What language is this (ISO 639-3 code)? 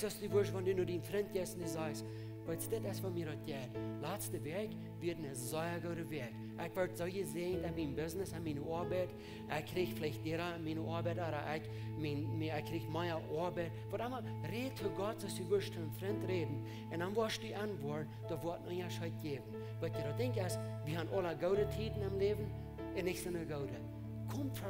pdt